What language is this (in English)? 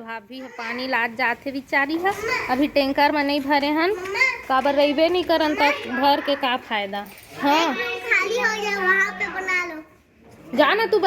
Chhattisgarhi